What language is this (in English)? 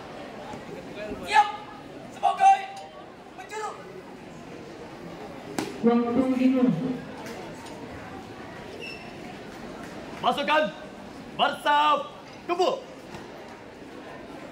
Indonesian